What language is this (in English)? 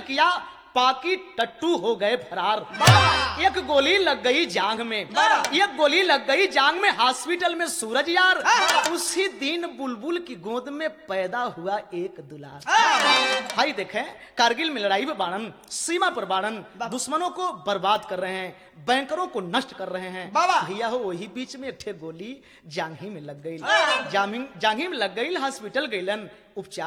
Bhojpuri